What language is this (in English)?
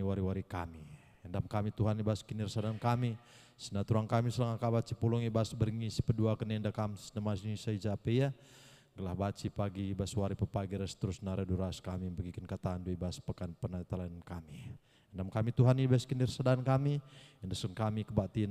Batak Karo